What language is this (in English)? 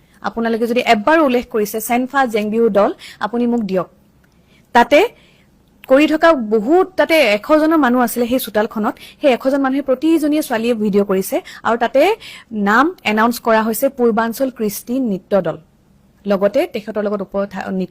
Assamese